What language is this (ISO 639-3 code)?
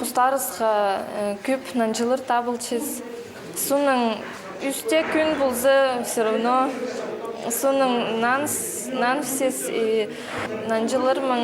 kjh